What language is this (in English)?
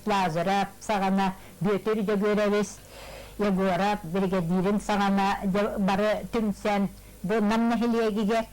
Yakut